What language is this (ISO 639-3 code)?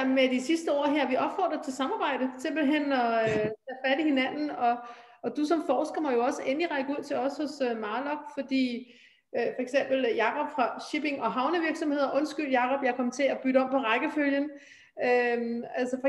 dan